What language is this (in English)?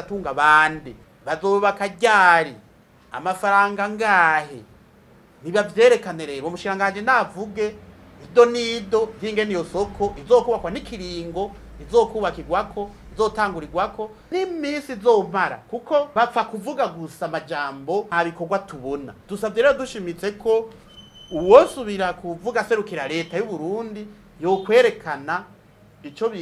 Rundi